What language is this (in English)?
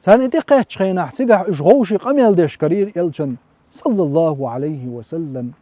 Chechen